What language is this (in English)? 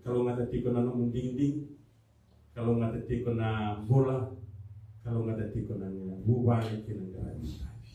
Fijian